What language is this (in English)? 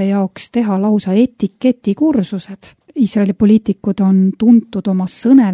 Estonian